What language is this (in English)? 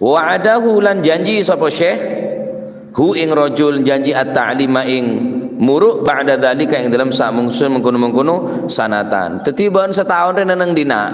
Madurese